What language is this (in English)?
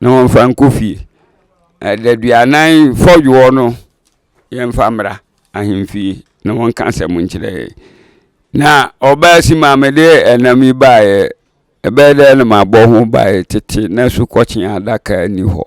Akan